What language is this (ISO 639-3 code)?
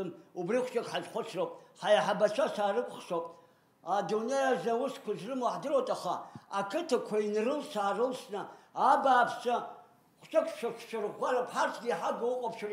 abk